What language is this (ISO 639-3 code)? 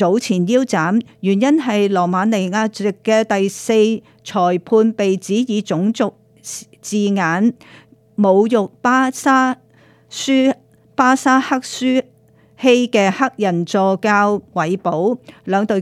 yue